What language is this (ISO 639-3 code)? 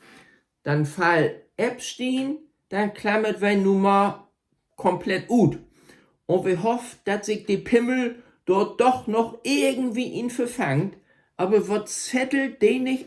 nds